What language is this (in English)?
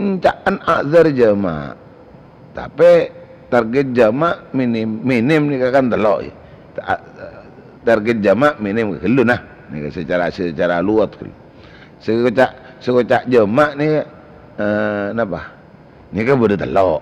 Madurese